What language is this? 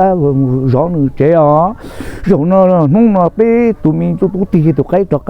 Hmong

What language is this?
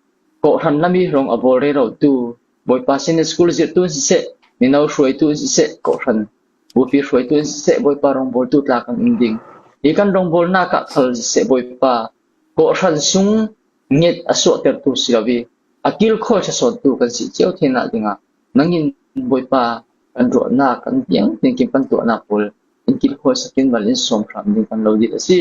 Falam Chin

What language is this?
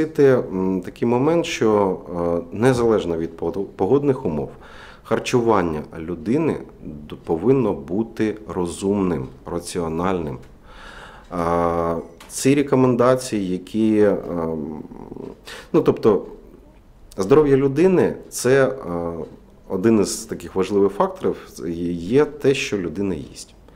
Ukrainian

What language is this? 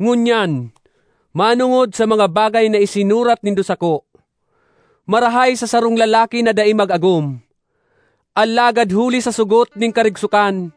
Bikol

